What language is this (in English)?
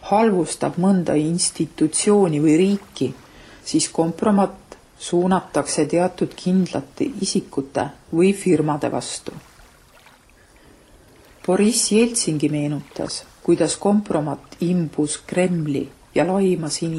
Estonian